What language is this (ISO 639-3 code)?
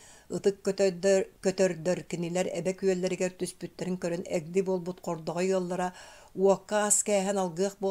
sah